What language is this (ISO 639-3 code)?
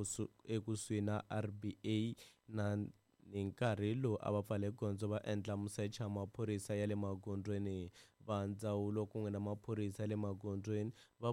tso